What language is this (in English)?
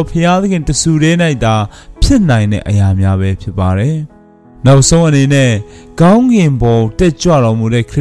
Burmese